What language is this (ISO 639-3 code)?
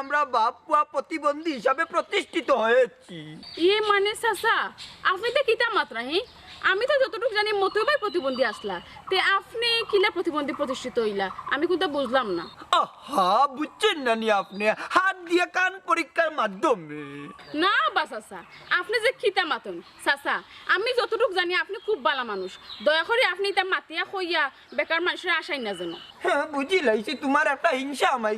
syl